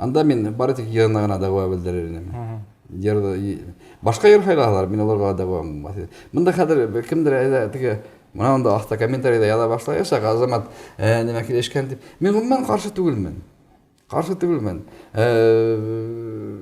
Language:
Bashkir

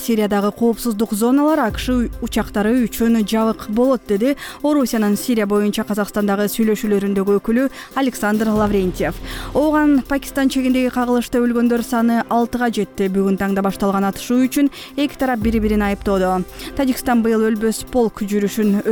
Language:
Kyrgyz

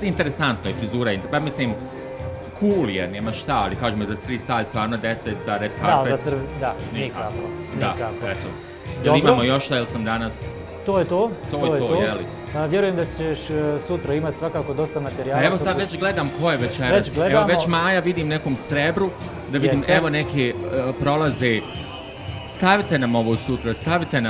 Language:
Bosnian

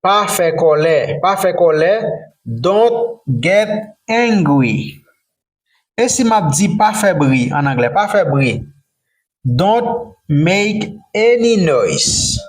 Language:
Haitian Creole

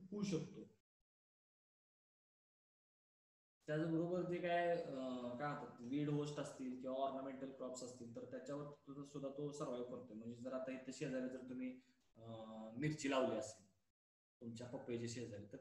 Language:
Marathi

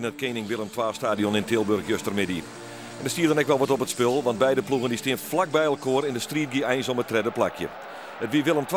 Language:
Western Frisian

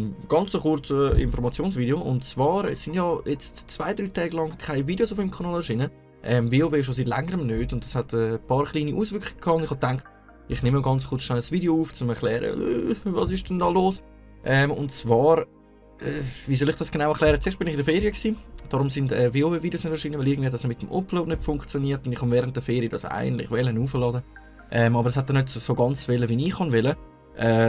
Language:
Swiss German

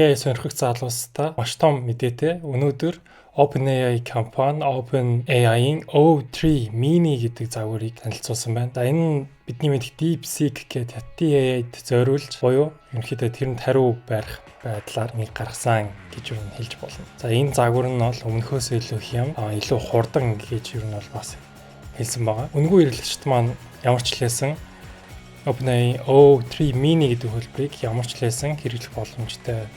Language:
Mongolian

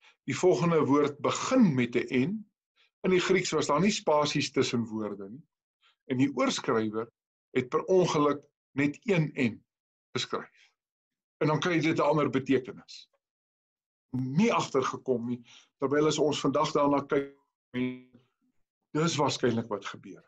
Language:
Afrikaans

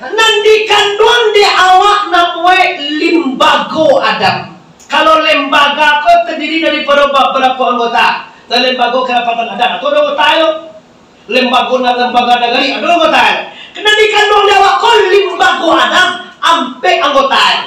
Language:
Minangkabau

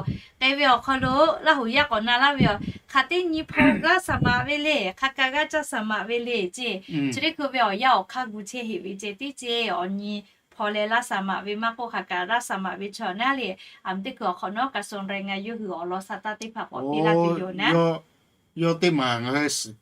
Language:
Lahu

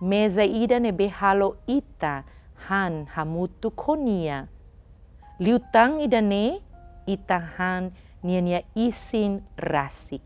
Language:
Tetum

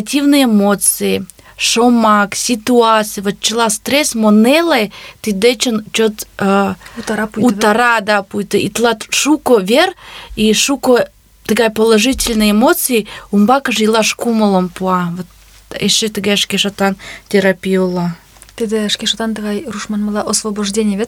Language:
Mari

